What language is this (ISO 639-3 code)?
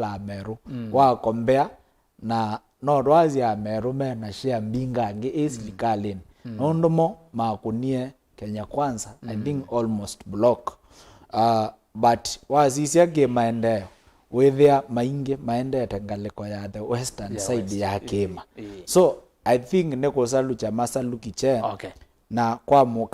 kam